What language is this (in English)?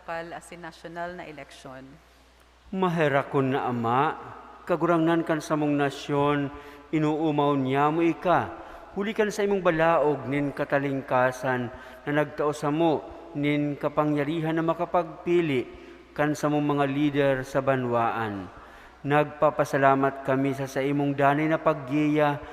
Bikol